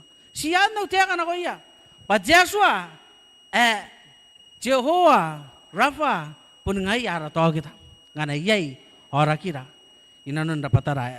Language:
Gilbertese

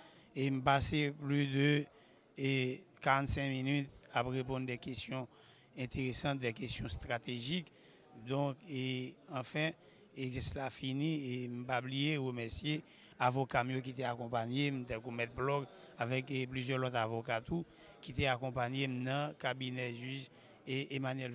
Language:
Haitian Creole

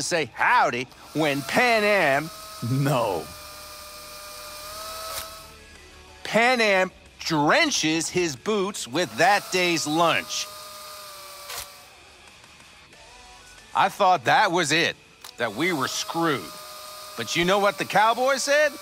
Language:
English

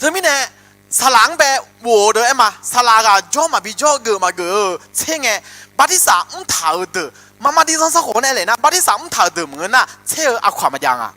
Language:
Akha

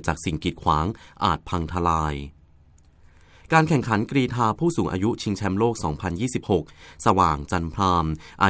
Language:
Thai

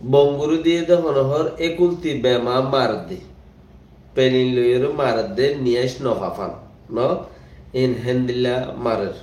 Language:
Rohingya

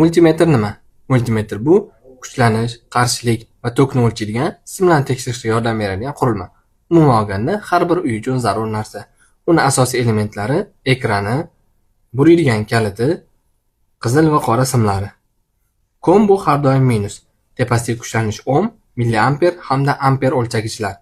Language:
Uzbek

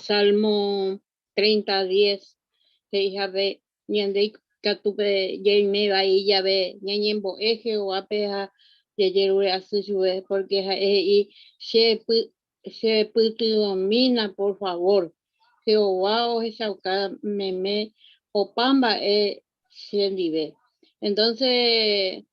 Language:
Guarani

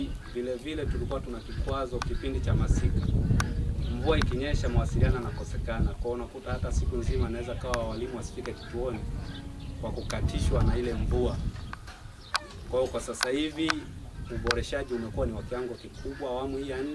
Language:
Swahili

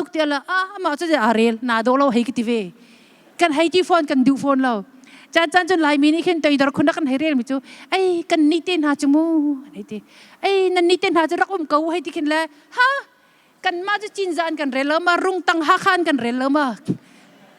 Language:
Hakha Chin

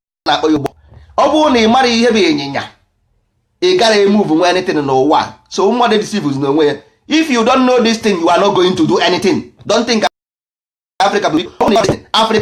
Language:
Igbo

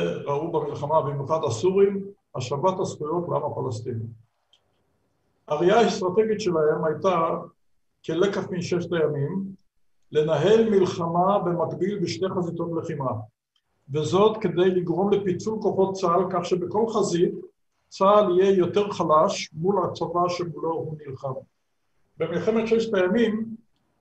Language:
Hebrew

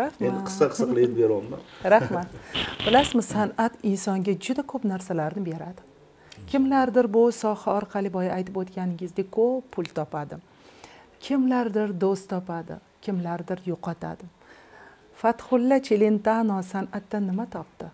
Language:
Uzbek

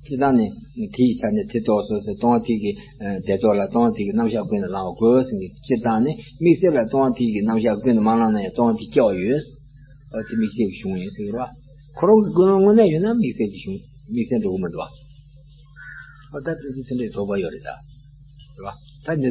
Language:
Tibetan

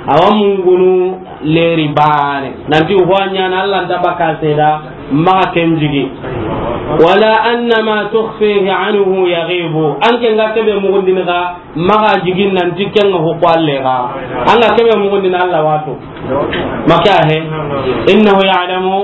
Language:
Soninke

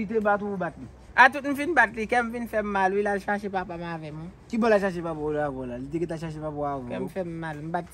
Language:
Haitian Creole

